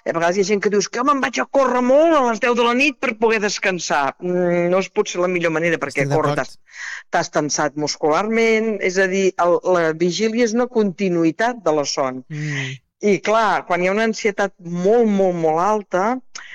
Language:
Catalan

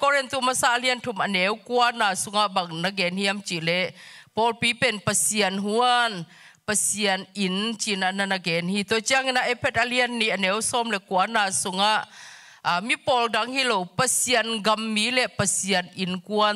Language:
Tedim Chin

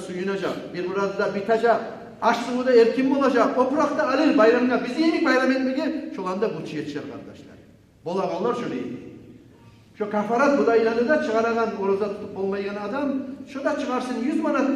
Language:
Kumyk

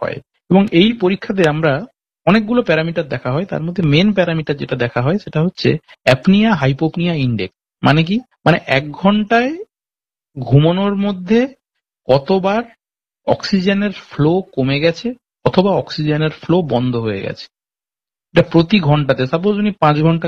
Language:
Bangla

